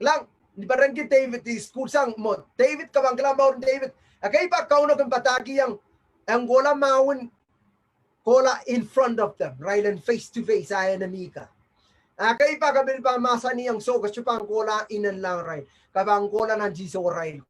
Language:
Pohnpeian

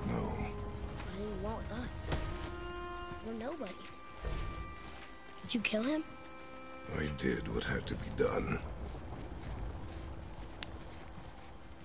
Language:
English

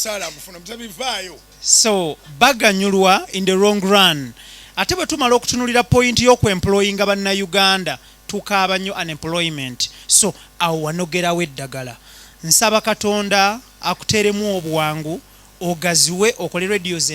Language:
Ganda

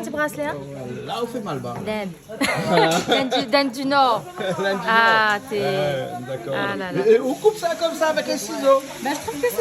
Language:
Réunion Creole French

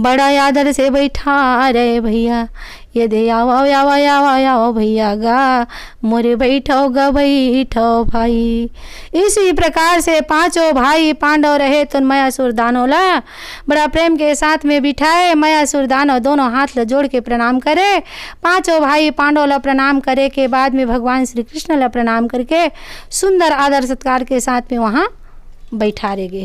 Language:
Chhattisgarhi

